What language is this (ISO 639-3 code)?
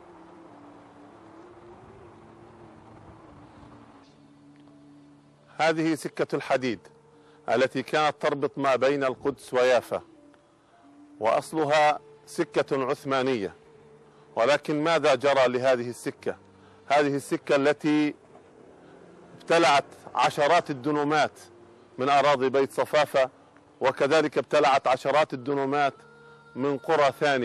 ara